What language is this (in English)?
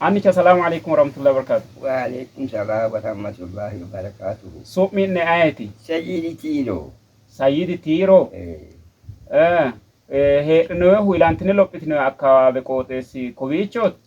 Sidamo